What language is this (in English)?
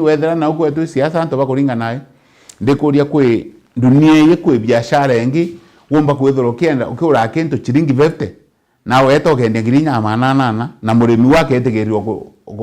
Meru